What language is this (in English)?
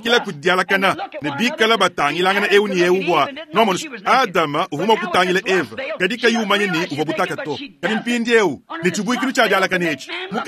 Luba-Lulua